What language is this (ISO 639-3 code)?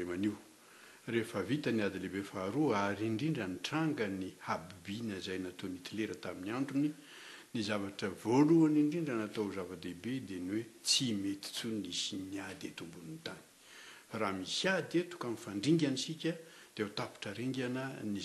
mlg